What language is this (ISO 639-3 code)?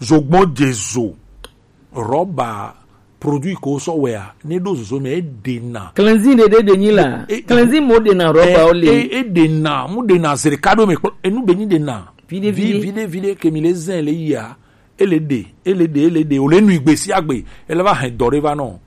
gej